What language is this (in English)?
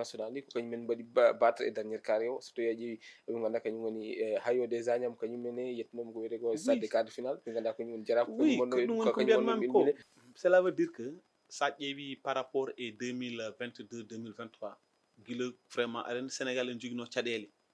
Fula